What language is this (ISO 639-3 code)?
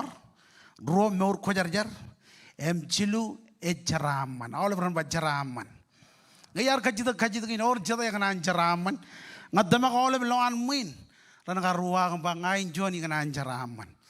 mah